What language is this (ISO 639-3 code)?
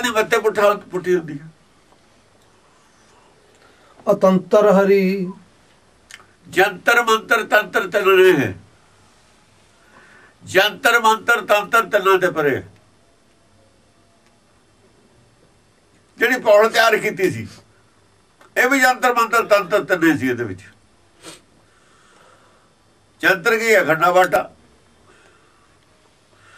pan